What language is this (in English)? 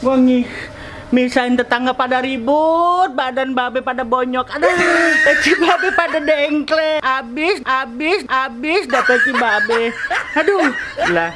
Betawi